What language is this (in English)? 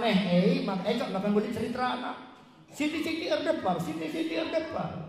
Batak Karo